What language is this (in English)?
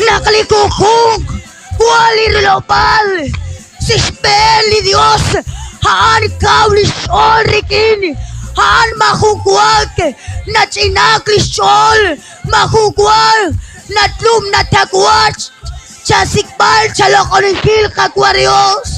Kekchí